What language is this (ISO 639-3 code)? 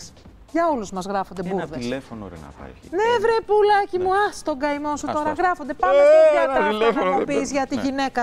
ell